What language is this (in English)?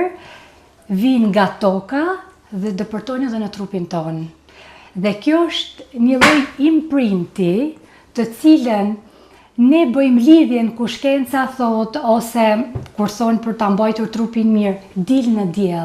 Albanian